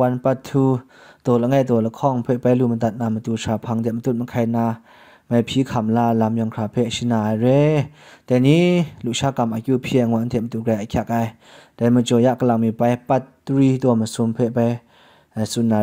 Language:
Kachin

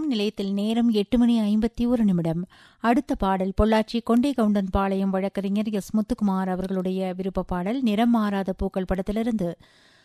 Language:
Tamil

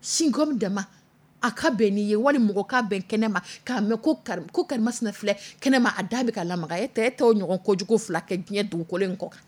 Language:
Dyula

